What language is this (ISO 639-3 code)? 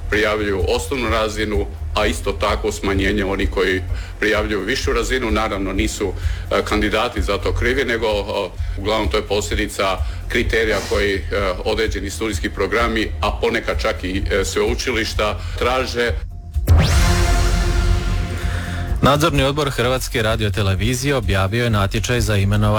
hrv